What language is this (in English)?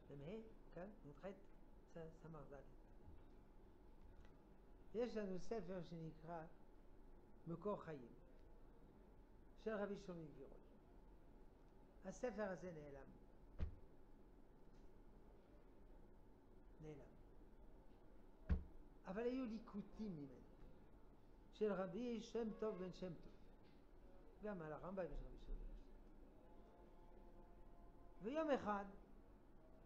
Hebrew